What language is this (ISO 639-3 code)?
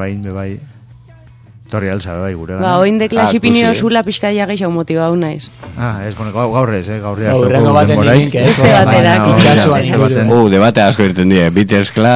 eus